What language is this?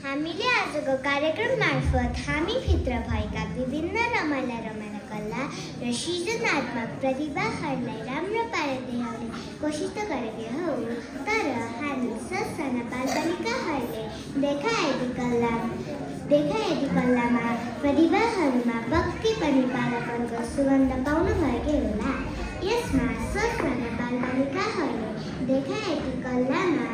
Nepali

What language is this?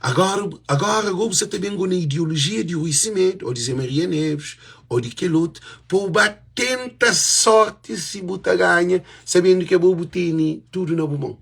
Kabuverdianu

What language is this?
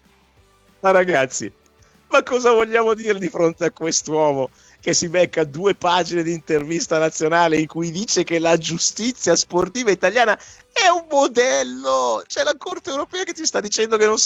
Italian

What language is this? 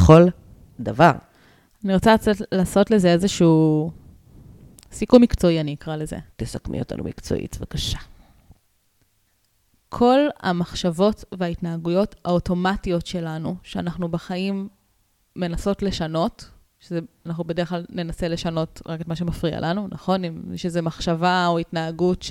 Hebrew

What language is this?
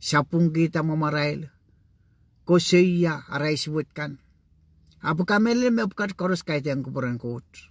Pohnpeian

